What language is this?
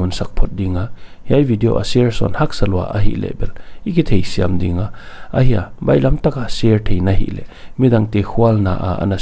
Paite Chin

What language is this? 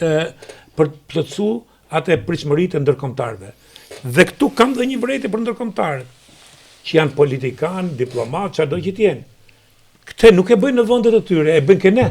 Albanian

